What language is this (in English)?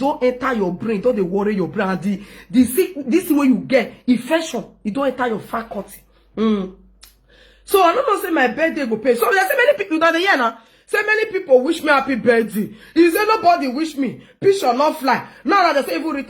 Nigerian Pidgin